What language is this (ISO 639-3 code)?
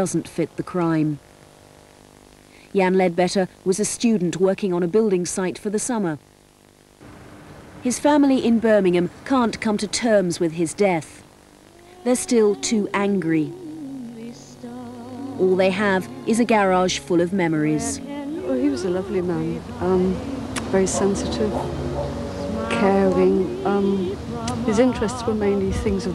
eng